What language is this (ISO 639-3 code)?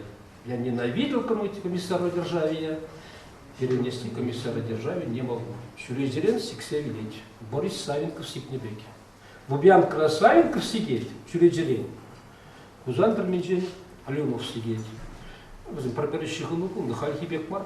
chv